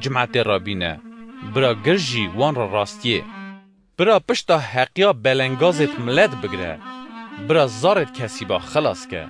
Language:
Kurdish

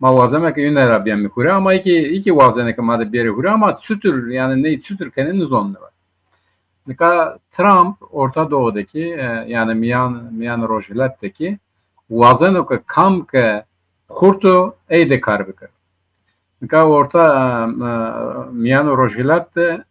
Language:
Zaza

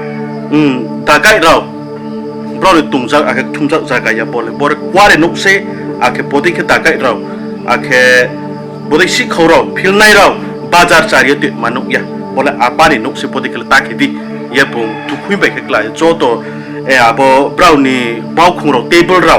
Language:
Riang (India)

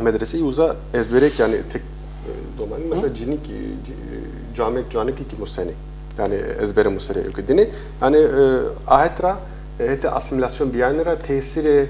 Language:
Zaza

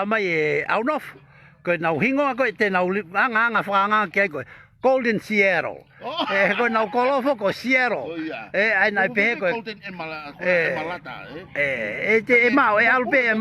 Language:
Tongan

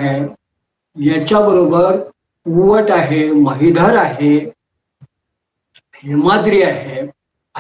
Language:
Marathi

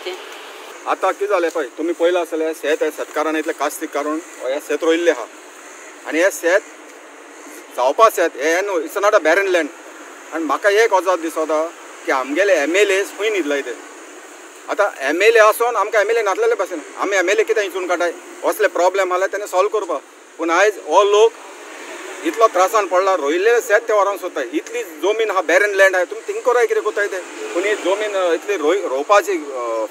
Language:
Konkani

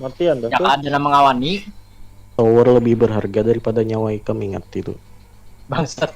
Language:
Banjar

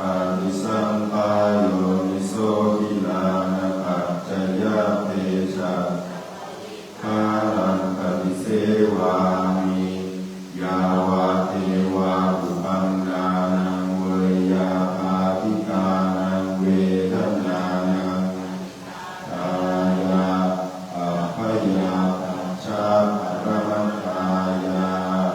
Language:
Pali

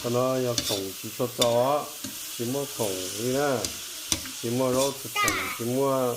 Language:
Hmong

